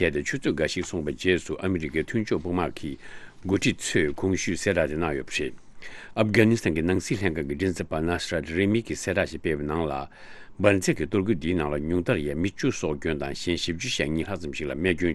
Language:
Tibetan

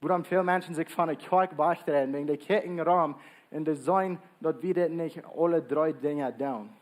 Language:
Plautdietsch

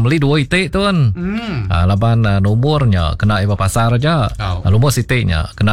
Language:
Iban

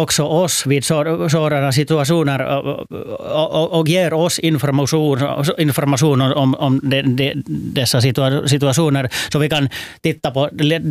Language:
Swedish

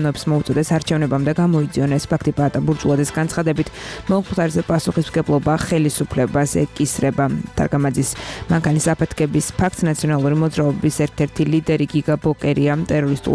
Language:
Georgian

